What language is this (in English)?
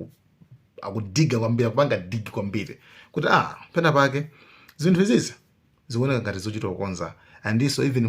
Nyanja